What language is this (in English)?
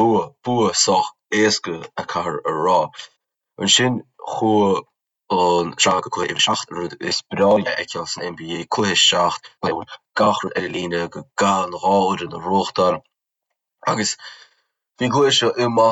Irish